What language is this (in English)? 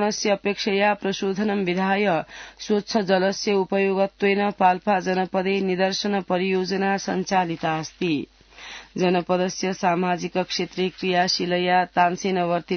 Sanskrit